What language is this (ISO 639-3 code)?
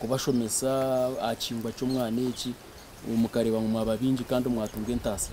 nyn